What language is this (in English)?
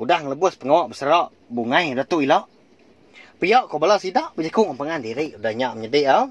Iban